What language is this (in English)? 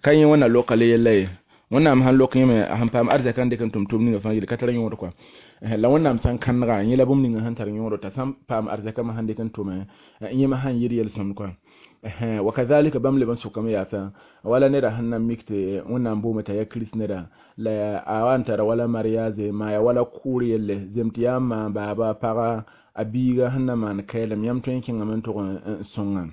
Mossi